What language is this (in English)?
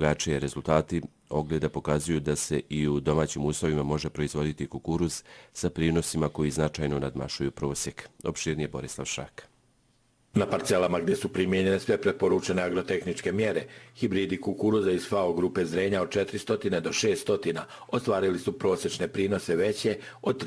Bosnian